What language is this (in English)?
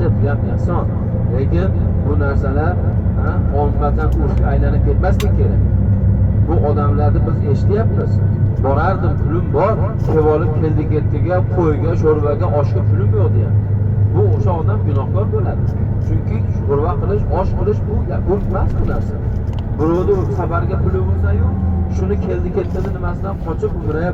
Uzbek